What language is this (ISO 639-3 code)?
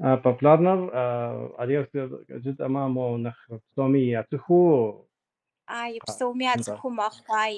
kbd